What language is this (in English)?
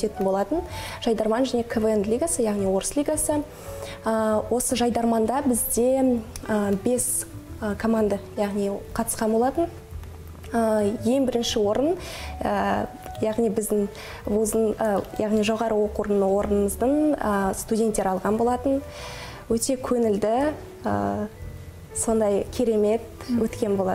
Kazakh